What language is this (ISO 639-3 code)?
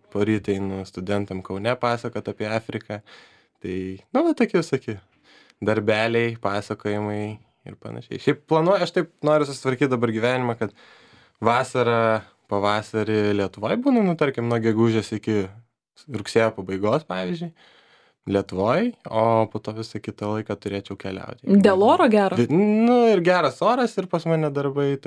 lit